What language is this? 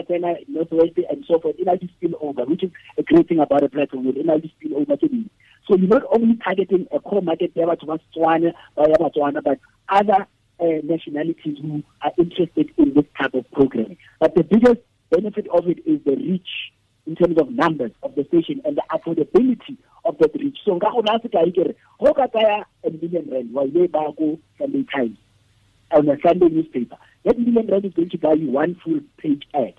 Tswana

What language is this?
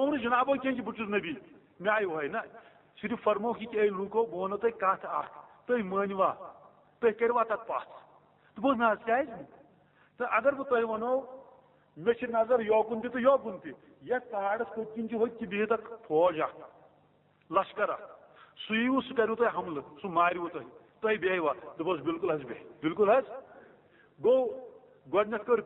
Kashmiri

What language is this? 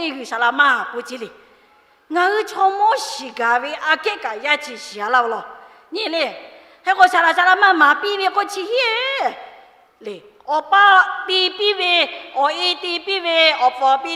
Lahu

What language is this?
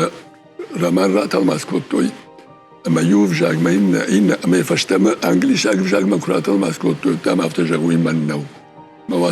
Ossetic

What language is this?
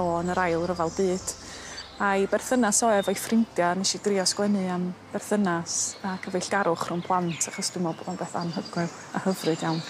Welsh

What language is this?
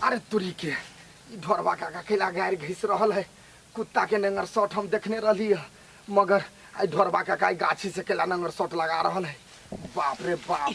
Maithili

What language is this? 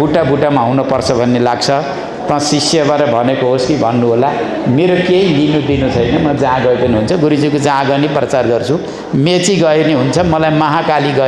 Nepali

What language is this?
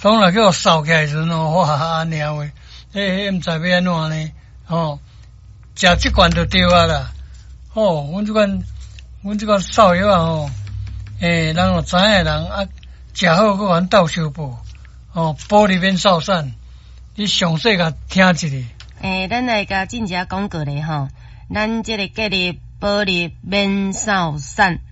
Min Nan Chinese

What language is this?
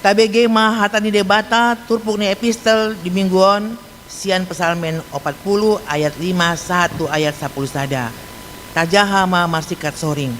Batak Toba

